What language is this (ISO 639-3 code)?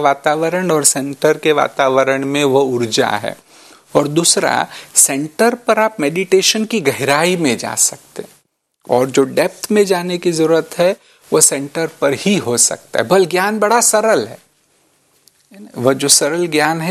hin